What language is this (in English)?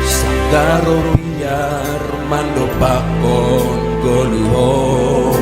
Batak Simalungun